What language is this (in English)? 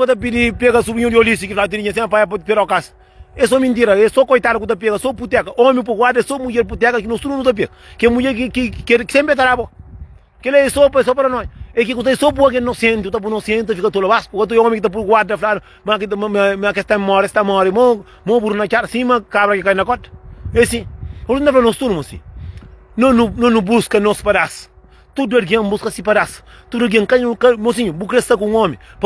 Kabuverdianu